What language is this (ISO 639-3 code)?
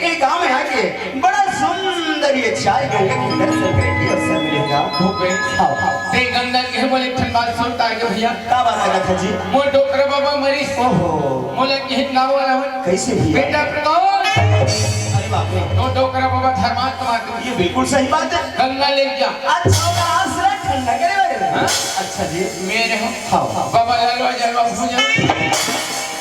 hne